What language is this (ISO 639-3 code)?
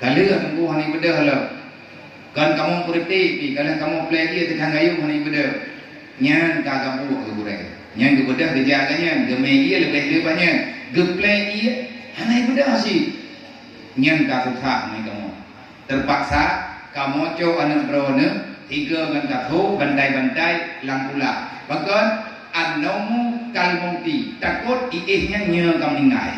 ace